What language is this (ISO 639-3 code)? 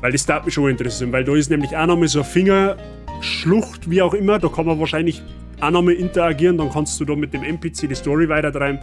bar